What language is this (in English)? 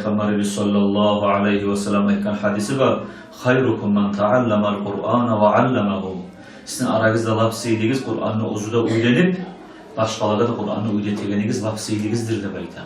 Kumyk